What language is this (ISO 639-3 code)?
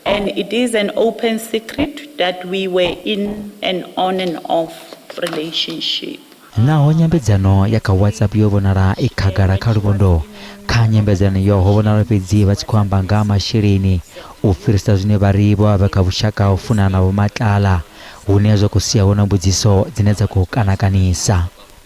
ven